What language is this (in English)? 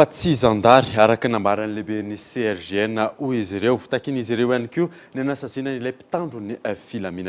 Malagasy